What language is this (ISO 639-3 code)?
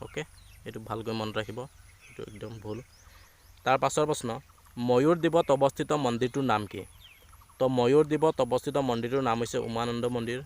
asm